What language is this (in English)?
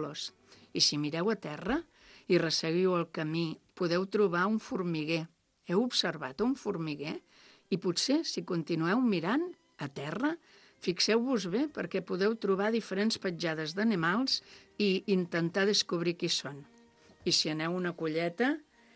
Catalan